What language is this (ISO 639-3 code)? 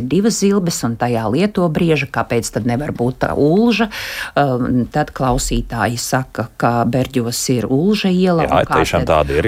lav